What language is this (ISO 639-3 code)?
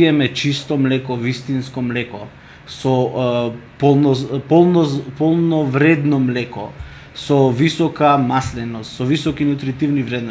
mkd